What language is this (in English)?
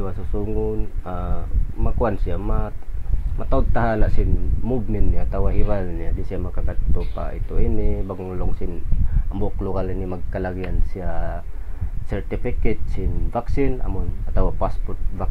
Tausug